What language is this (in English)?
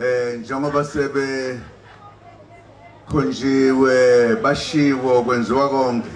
Zulu